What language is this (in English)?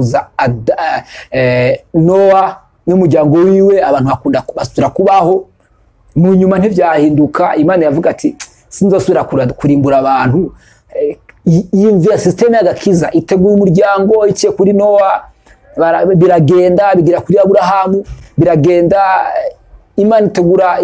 Rundi